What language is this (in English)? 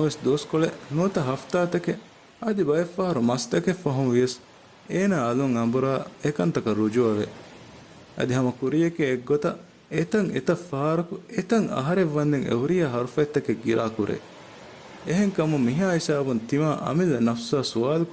Divehi